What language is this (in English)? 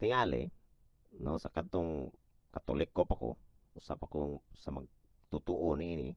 Cebuano